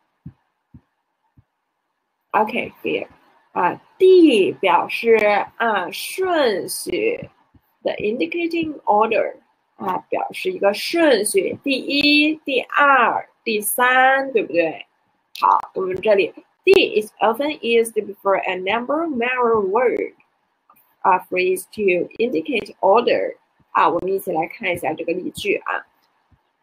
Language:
Chinese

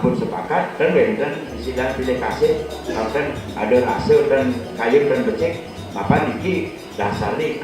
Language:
Balinese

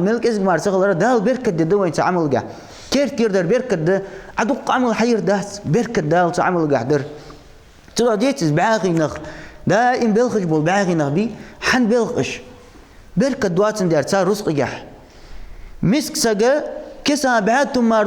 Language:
Ingush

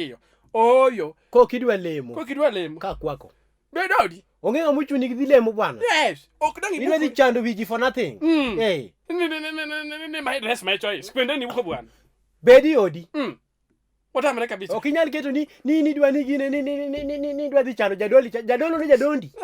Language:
Luo (Kenya and Tanzania)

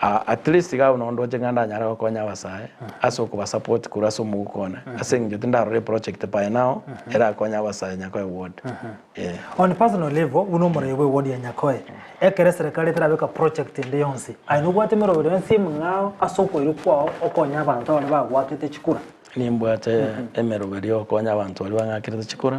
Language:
Gusii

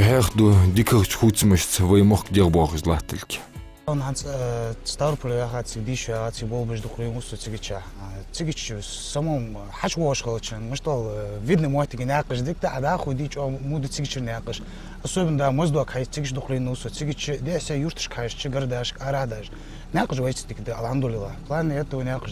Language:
Ingush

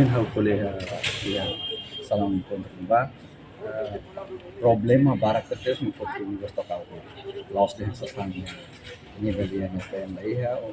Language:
Tetum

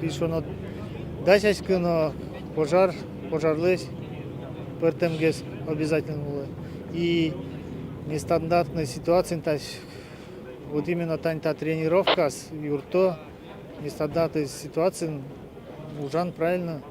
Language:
Udmurt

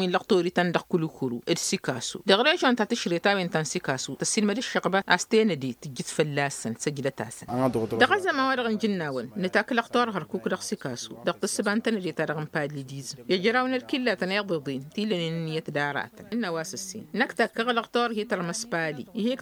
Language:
Tamasheq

